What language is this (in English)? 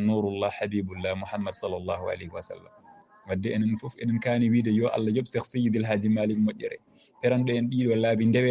Fula